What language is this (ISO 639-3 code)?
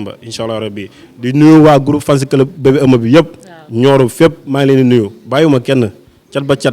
wol